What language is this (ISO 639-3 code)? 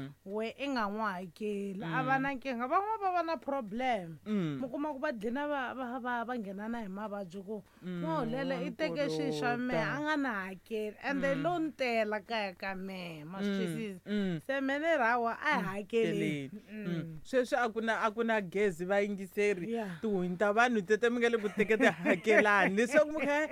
tso